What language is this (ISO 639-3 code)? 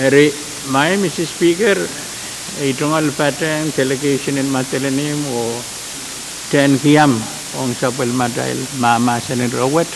pon